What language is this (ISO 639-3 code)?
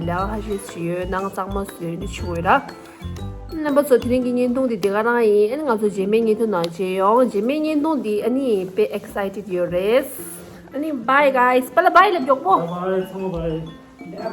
bod